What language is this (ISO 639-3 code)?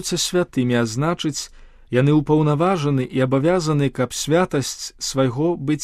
bel